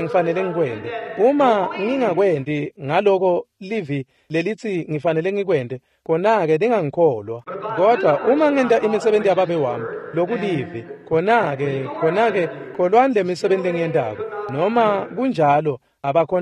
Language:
Swati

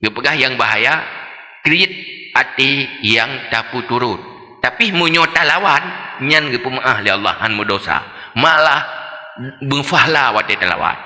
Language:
Achinese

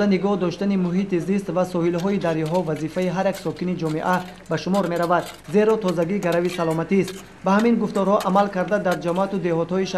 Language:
Tajik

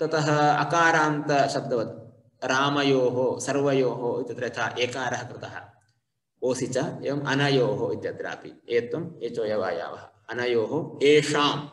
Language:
Sanskrit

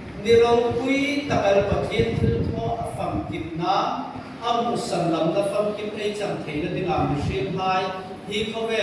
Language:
Hmar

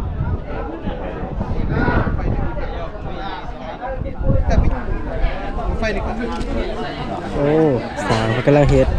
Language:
Lao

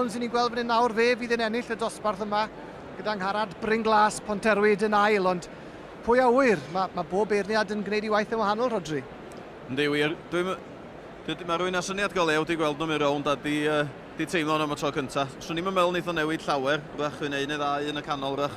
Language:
Welsh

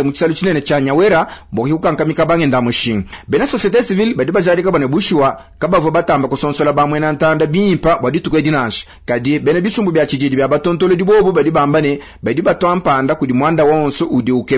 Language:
Luba-Lulua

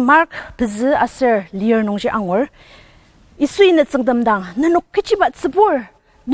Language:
Ao Naga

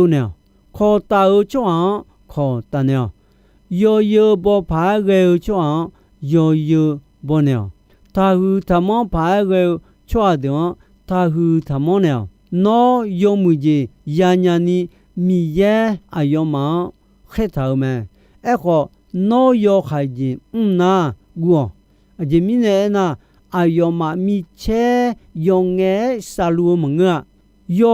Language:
Akha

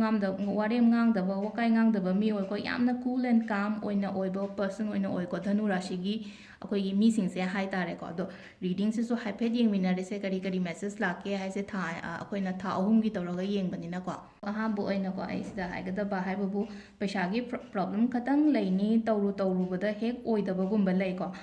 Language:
Manipuri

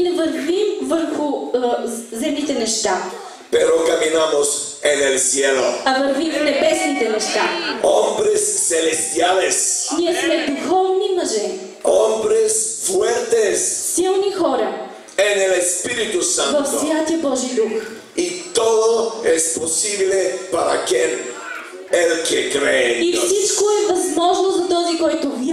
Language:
Bulgarian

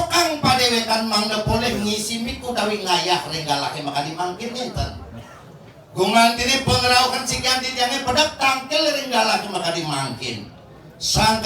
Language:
Balinese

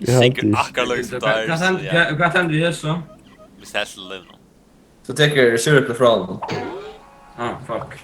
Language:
Faroese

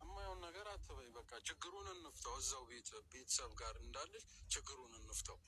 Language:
Amharic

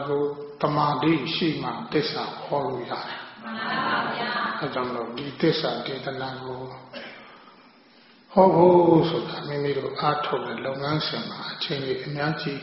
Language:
Burmese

